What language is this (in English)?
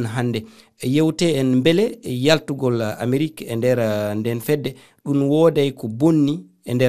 Fula